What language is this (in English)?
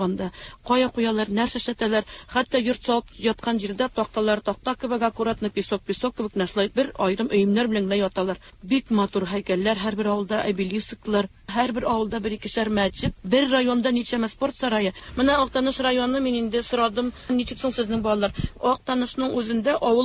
Tatar